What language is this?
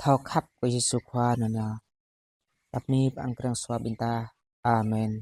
Jarai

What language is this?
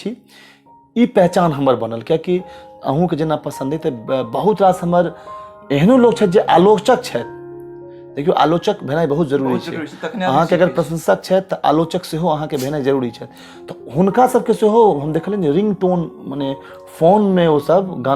Maithili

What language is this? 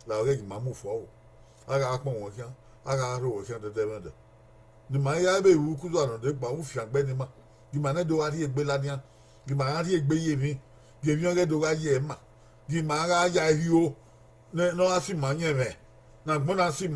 Bini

